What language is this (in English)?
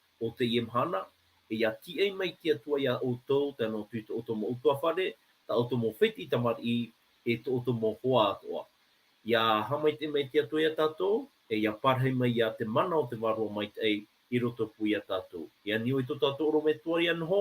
Tahitian